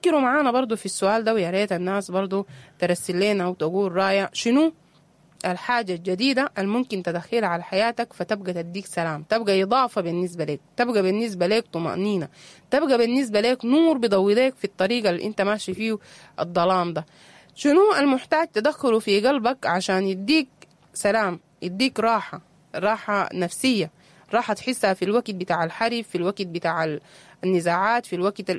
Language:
Sudanese Arabic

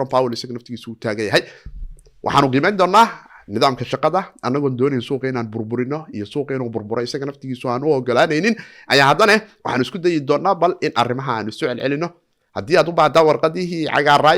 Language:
Somali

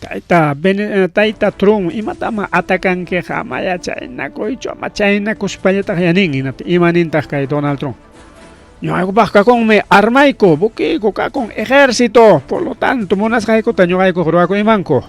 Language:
Ayacucho Quechua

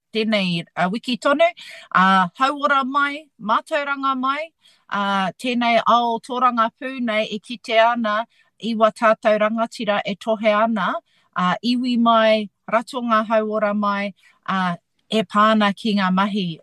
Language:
Māori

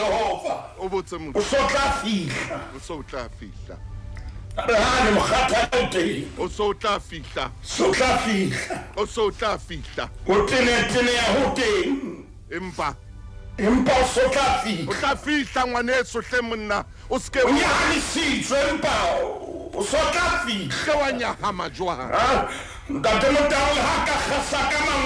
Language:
Southern Sotho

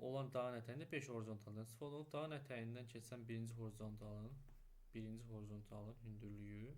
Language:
Azerbaijani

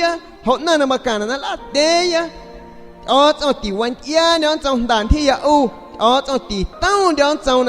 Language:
San Pedro Amuzgos Amuzgo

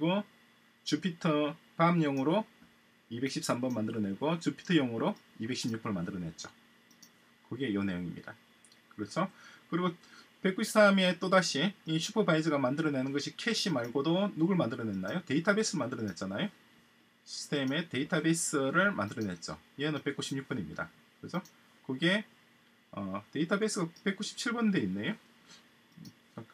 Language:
Korean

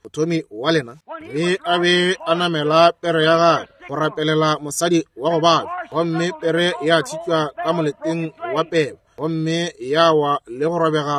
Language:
Northern Sotho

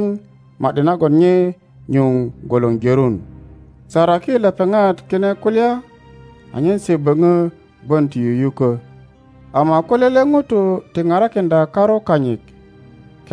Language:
Teso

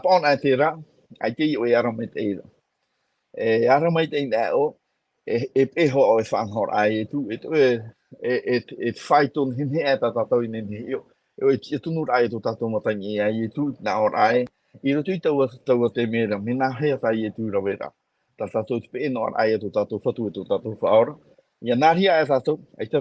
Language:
Tahitian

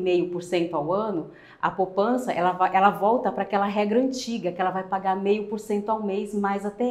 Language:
Portuguese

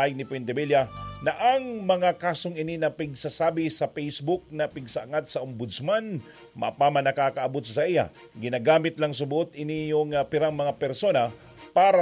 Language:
Bikol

